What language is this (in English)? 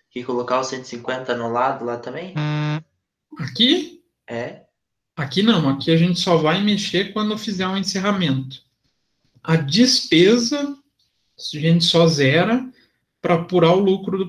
Portuguese